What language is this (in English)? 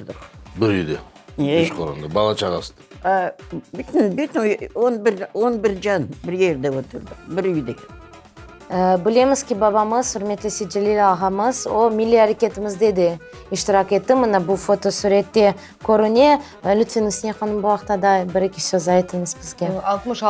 Crimean Tatar